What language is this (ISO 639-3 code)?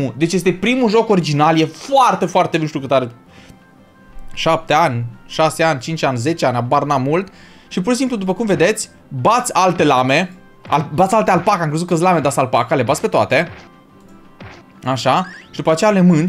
ron